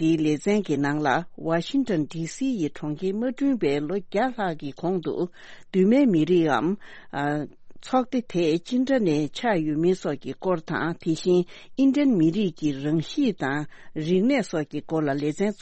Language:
Tibetan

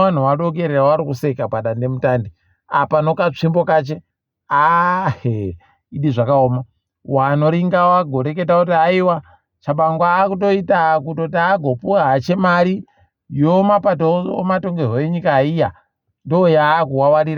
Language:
Ndau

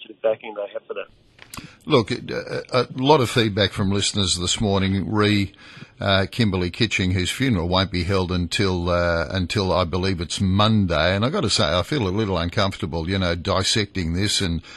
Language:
English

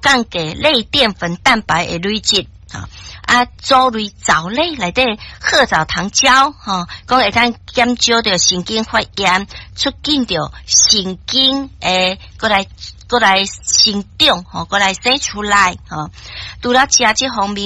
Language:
Min Nan Chinese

